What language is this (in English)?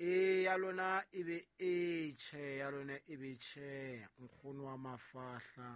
Southern Sotho